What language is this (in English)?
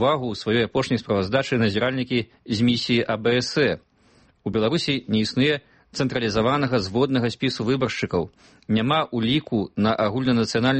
Belarusian